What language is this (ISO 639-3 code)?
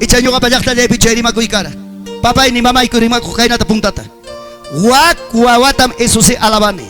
quy